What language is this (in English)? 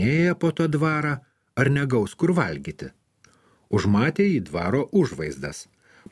Lithuanian